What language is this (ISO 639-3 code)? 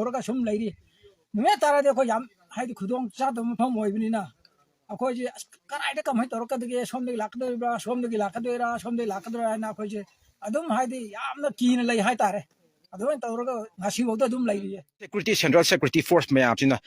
mni